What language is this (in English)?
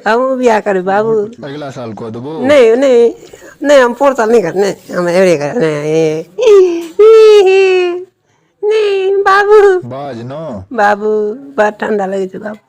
Maithili